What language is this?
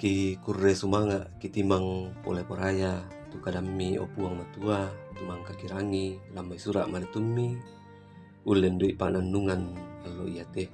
Toraja-Sa'dan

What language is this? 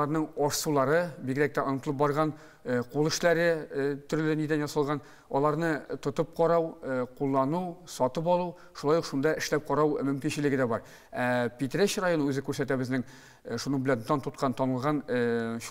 Tatar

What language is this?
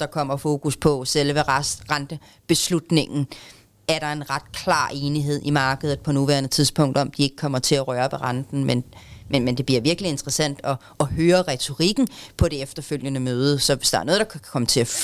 Danish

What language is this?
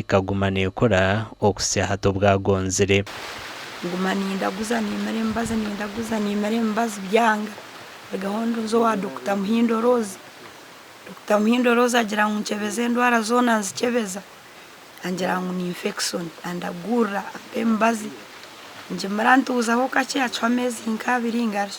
Nyankole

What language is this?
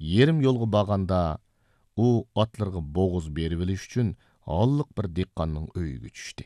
Uyghur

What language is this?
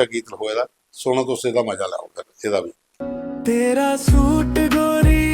Dogri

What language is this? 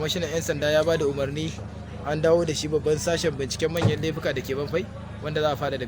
Hausa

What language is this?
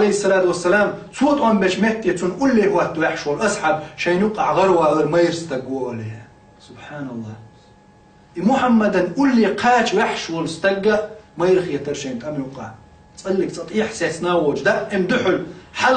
Chechen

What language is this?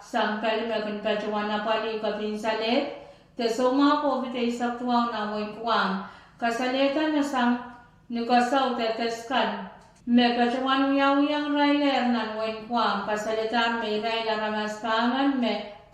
Pohnpeian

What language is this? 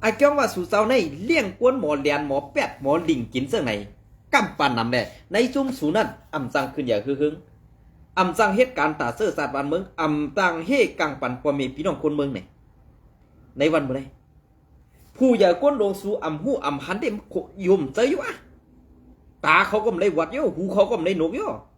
Shan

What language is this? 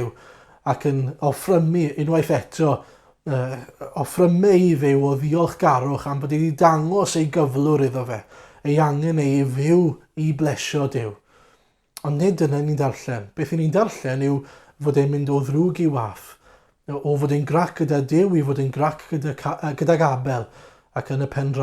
Welsh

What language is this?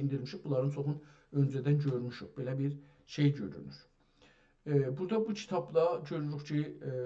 South Azerbaijani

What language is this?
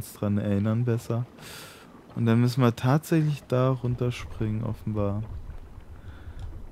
German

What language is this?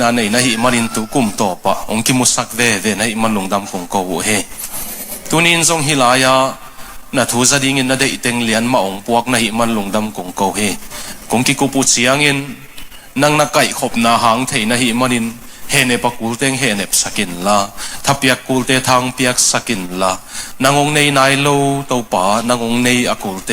Tedim Chin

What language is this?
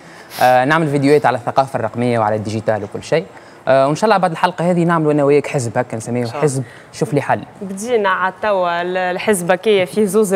Tunisian Arabic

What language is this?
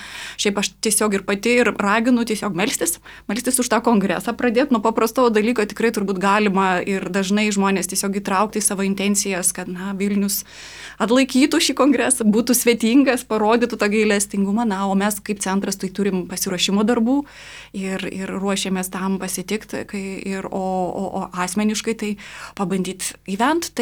Lithuanian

